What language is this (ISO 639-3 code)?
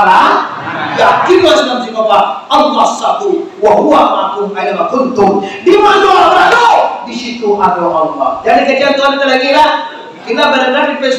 min